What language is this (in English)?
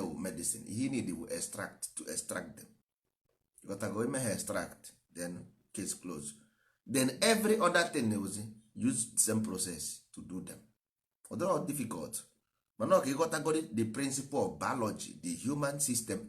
Igbo